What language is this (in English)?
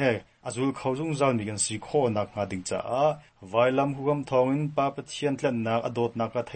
Hakha Chin